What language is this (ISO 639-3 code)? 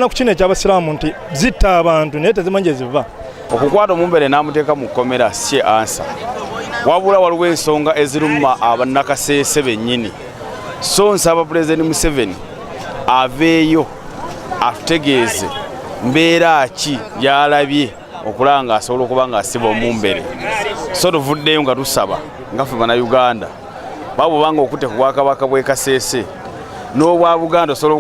lug